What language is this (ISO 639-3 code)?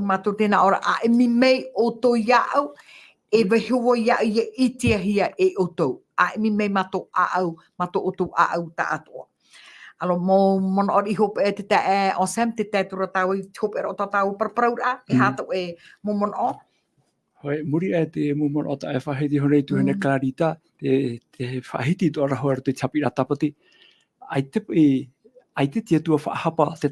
tah